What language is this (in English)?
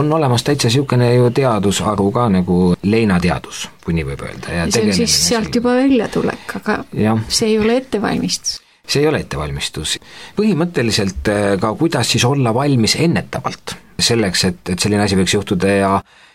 Estonian